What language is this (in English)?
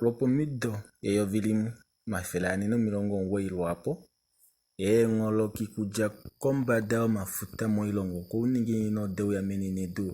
Kuanyama